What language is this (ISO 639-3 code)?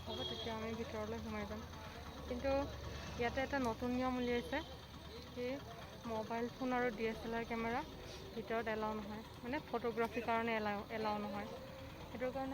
asm